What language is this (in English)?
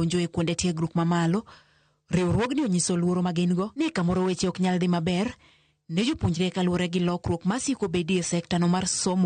Luo (Kenya and Tanzania)